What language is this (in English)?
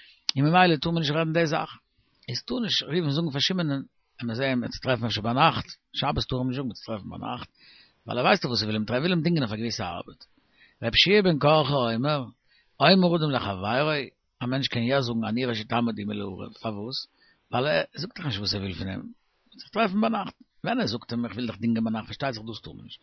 Yiddish